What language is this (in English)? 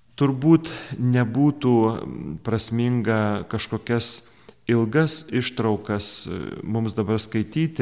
Lithuanian